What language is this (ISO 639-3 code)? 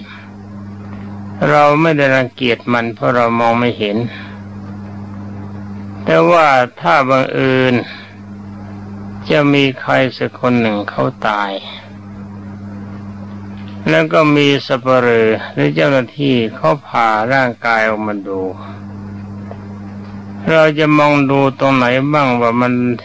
tha